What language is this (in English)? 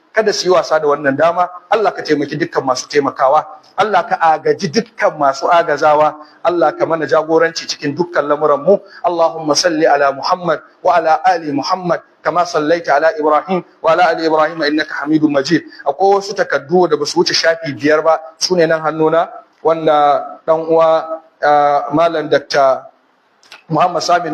Hausa